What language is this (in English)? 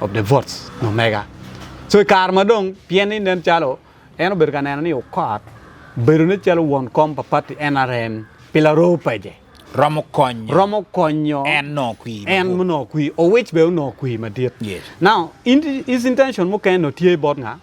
Acoli